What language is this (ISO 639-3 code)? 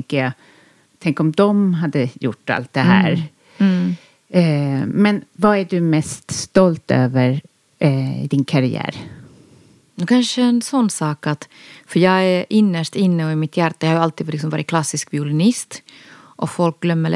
swe